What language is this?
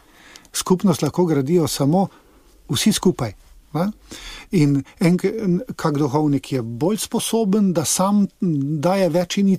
Slovenian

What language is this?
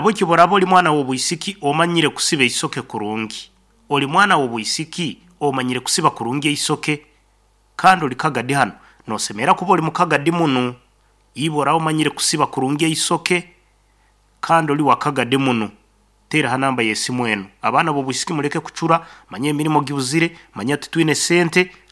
Nyankole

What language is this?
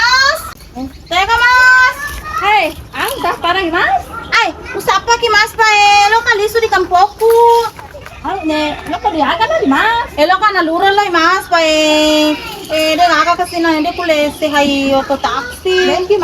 Buginese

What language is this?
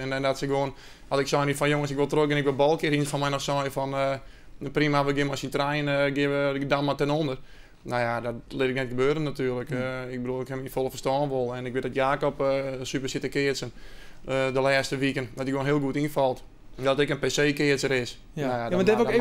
Western Frisian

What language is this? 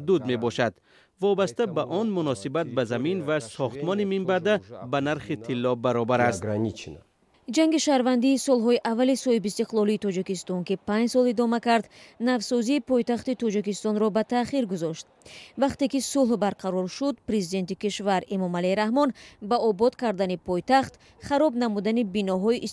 Tajik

